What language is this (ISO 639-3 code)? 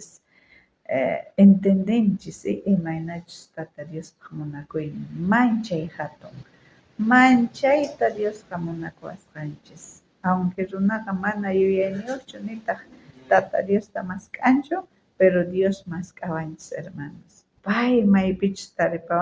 quh